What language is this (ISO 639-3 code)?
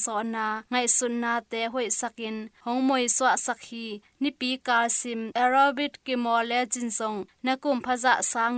ctd